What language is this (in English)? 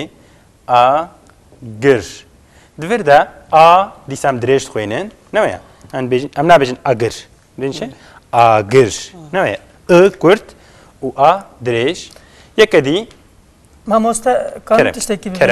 Kurdish